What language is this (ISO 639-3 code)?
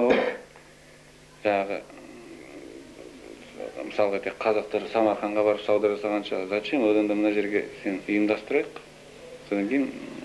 kaz